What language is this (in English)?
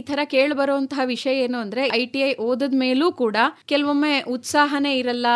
Kannada